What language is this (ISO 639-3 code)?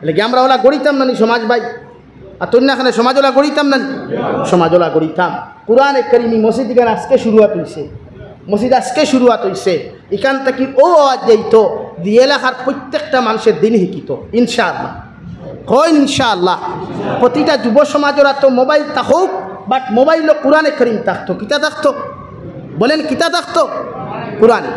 syl